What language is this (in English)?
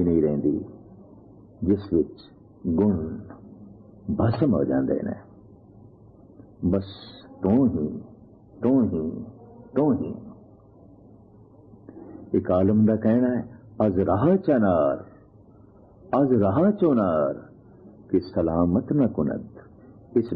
Punjabi